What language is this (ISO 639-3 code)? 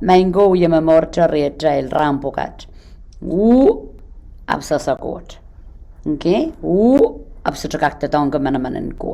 pon